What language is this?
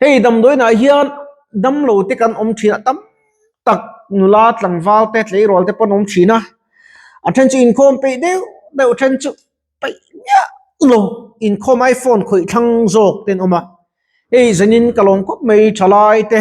Mizo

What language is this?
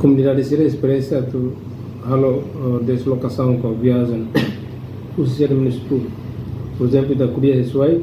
Tetum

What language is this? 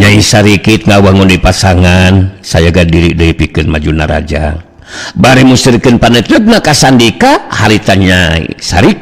Sundanese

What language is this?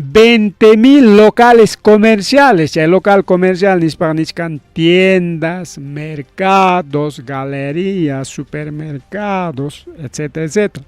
Ayacucho Quechua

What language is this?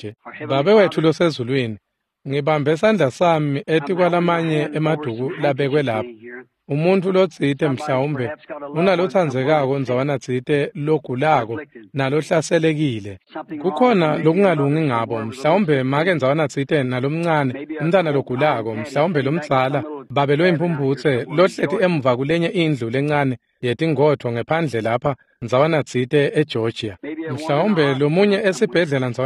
Swati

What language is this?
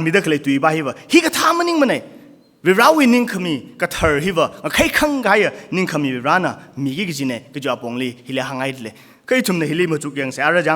Tangkhul Naga (India)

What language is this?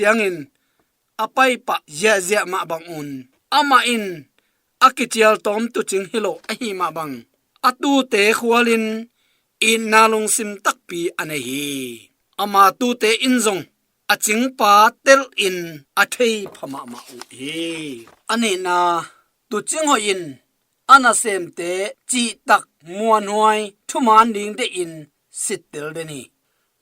Tedim Chin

